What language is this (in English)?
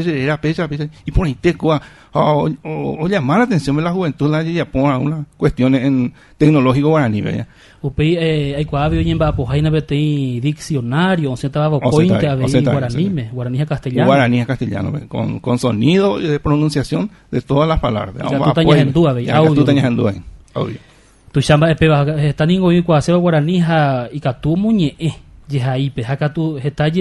Guarani